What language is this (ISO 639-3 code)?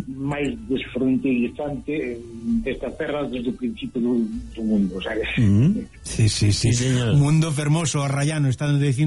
glg